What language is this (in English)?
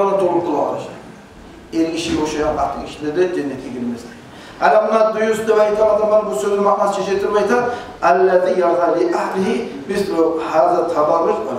Kumyk